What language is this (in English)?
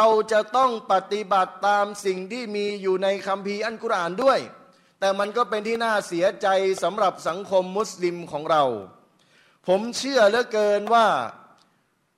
Thai